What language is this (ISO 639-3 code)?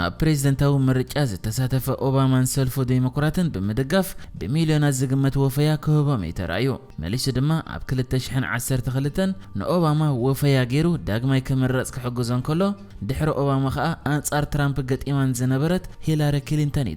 tir